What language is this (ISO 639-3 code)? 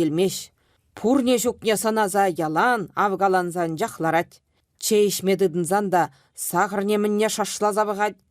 chv